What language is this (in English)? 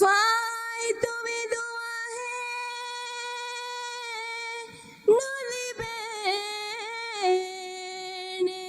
Divehi